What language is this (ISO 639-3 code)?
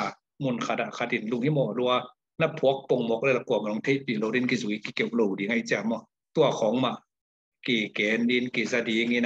ctd